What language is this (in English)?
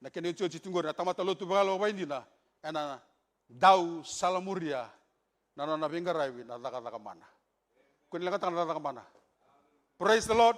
Fijian